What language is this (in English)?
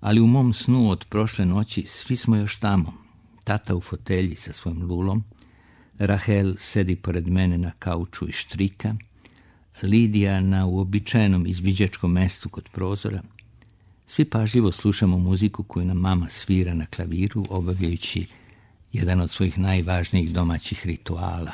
Serbian